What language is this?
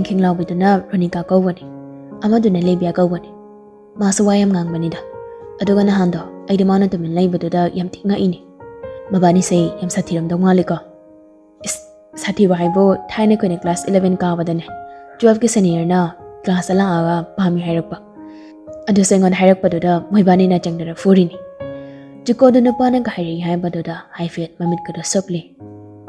Manipuri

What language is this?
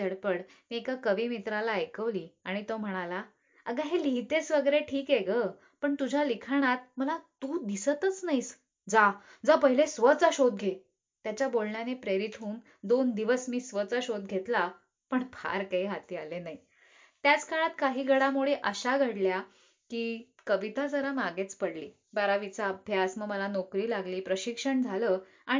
Marathi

